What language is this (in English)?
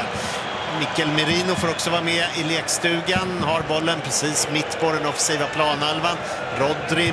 Swedish